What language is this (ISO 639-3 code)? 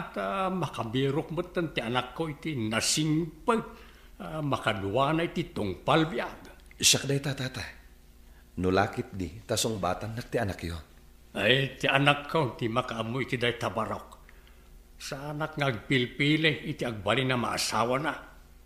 ilo